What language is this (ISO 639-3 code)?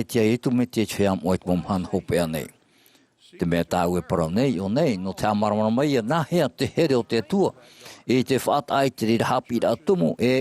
tah